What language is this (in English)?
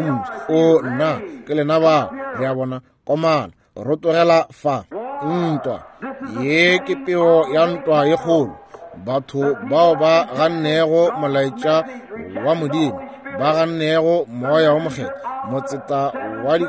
Northern Sotho